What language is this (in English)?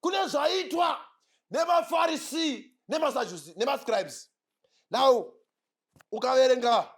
Shona